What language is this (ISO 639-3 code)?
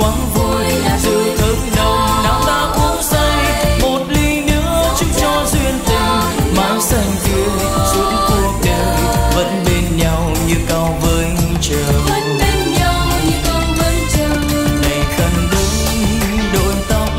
vie